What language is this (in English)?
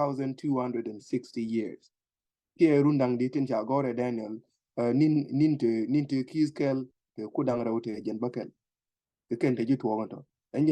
Nuer